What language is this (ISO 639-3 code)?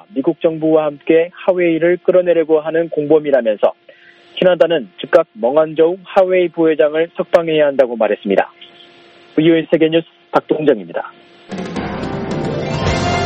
kor